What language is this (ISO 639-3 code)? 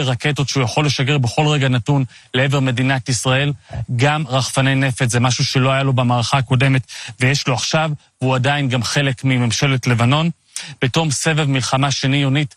heb